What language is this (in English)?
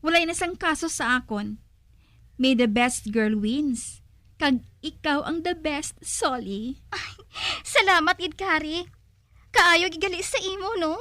Hiligaynon